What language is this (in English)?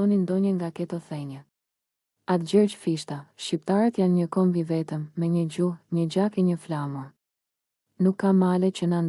Albanian